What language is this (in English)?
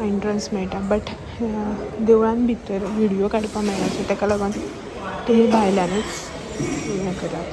Konkani